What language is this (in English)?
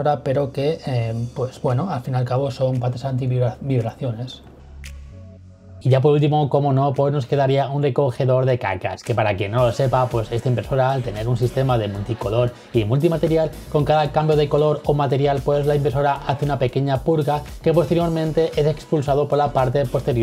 Spanish